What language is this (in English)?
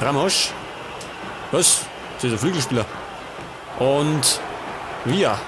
Bavarian